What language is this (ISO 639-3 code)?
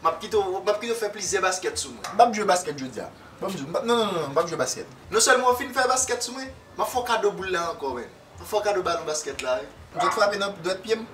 hat